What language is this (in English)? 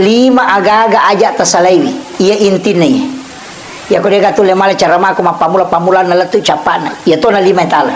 Buginese